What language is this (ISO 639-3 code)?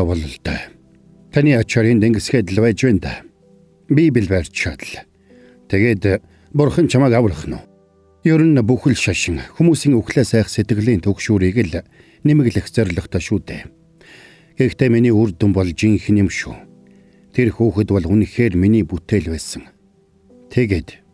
mon